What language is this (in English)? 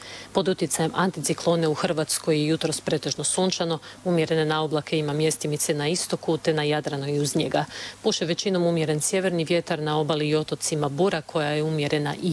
Croatian